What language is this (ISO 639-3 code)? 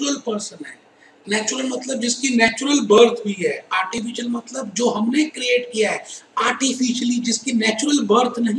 hin